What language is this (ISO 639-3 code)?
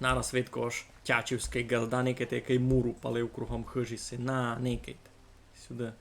rue